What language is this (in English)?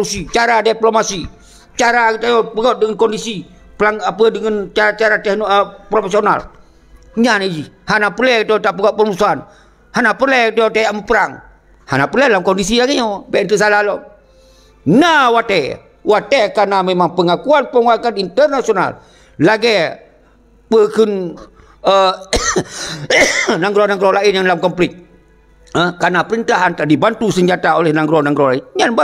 Achinese